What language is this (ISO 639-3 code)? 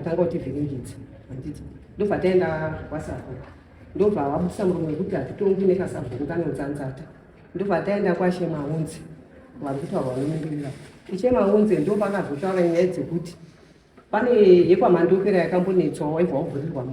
sna